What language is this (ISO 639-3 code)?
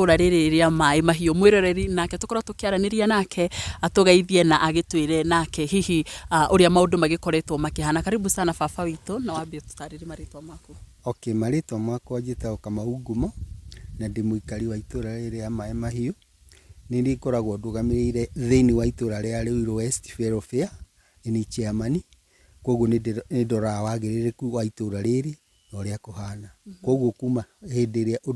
kik